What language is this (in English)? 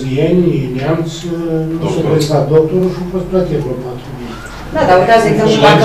Romanian